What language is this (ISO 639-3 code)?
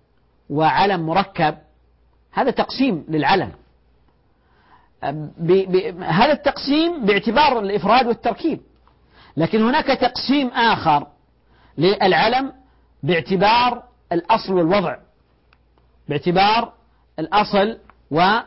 ara